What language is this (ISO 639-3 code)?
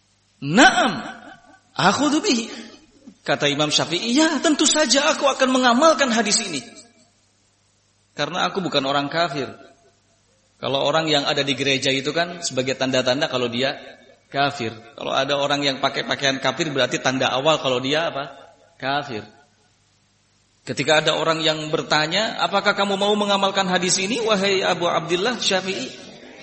ind